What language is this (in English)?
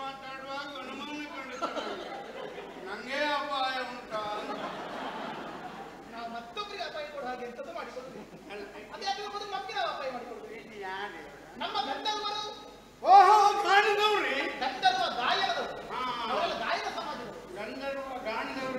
Kannada